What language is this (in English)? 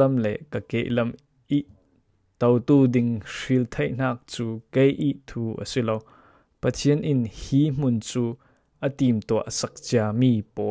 Falam Chin